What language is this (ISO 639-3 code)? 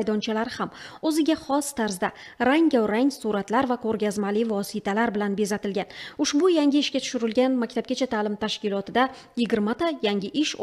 uzb